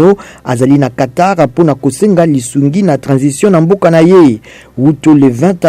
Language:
Lingala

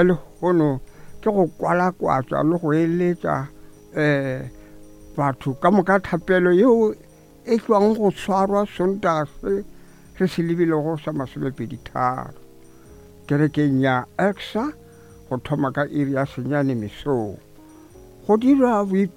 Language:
Northern Sotho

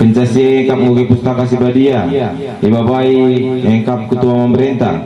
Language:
Batak Karo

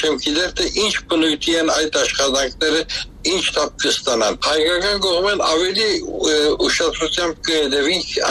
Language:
Armenian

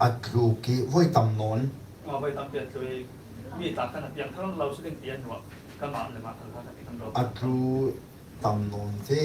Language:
Hakha Chin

